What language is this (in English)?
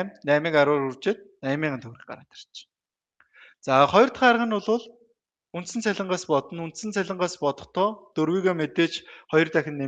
Mongolian